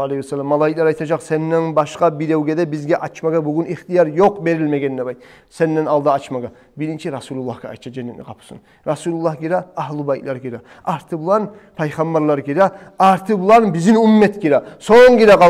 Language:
Kumyk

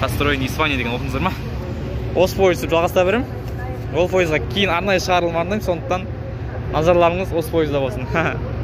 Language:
Kazakh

